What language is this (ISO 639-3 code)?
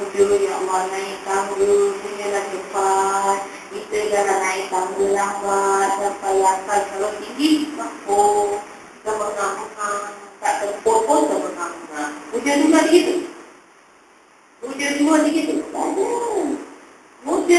msa